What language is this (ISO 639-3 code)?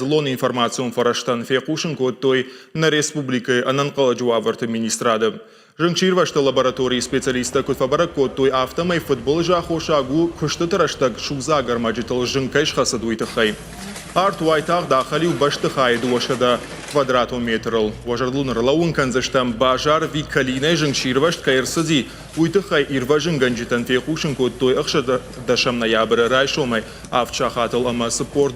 oss